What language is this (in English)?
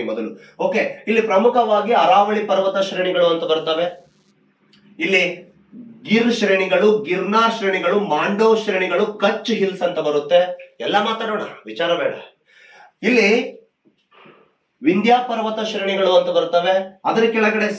Kannada